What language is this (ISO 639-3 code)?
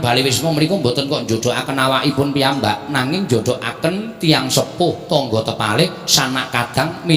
jav